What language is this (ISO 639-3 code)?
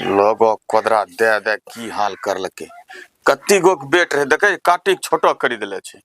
anp